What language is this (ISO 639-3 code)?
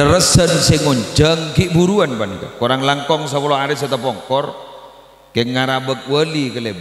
mad